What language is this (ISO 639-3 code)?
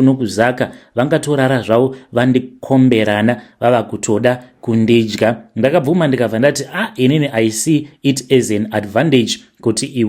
sna